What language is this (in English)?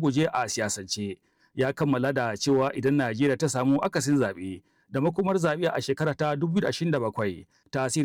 Hausa